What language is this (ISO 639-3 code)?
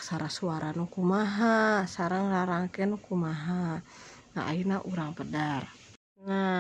sun